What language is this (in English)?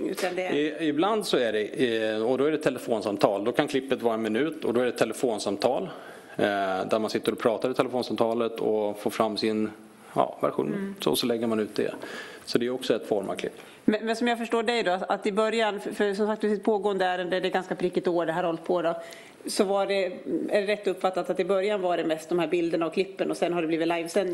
Swedish